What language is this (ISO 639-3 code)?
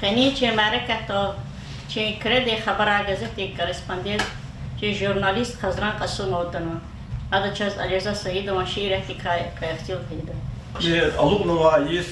lez